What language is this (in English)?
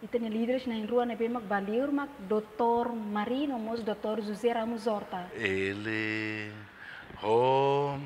Tetum